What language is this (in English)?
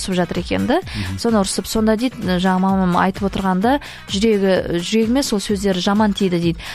Kazakh